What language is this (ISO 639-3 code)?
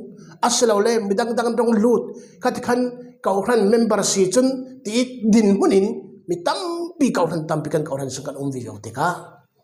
cfm